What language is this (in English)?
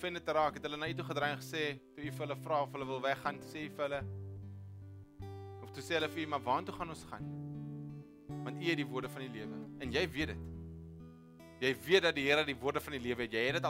Afrikaans